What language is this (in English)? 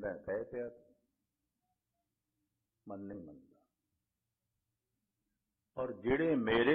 Punjabi